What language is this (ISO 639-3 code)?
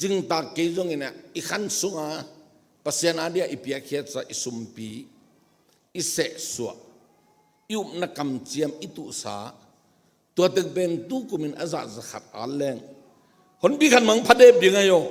ctd